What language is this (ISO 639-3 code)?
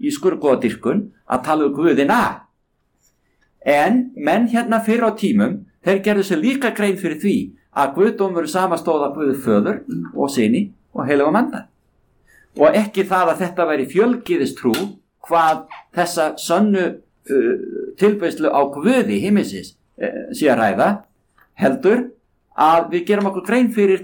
isl